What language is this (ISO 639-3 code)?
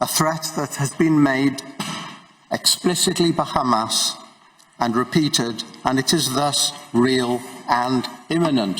ven